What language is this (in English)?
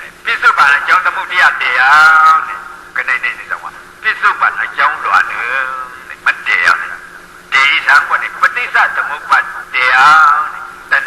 Shan